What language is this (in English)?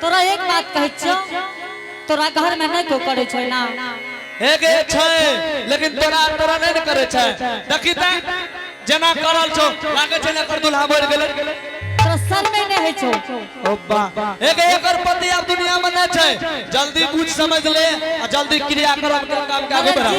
Angika